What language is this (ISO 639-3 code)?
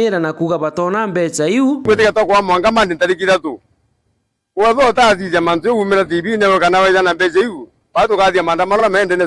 mer